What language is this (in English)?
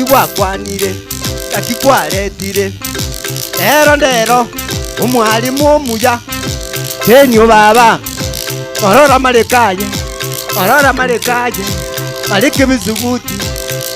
Gusii